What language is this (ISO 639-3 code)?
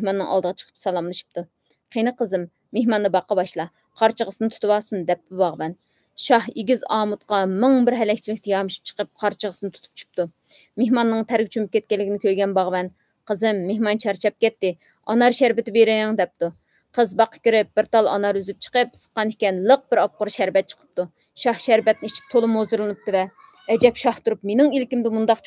uig